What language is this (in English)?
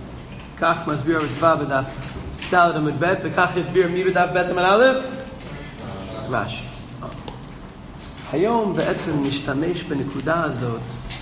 Hebrew